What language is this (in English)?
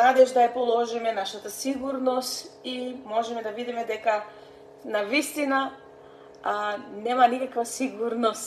Macedonian